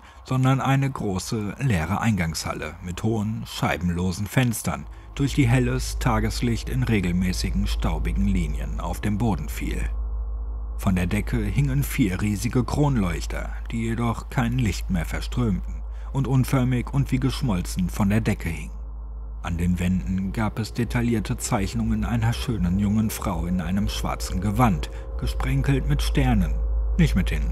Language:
German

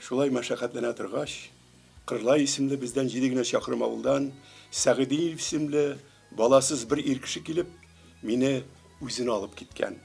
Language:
Tatar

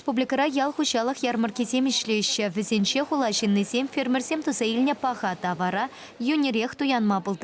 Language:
Chuvash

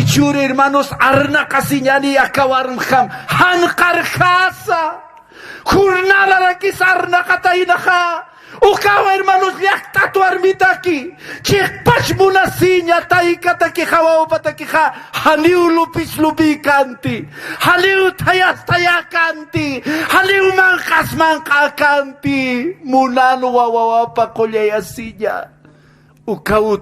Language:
Aymara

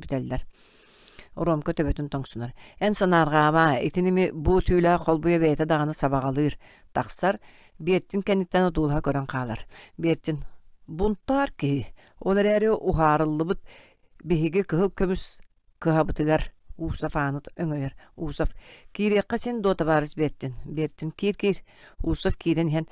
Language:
Yakut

